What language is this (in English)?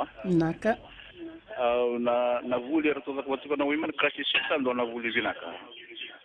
Fijian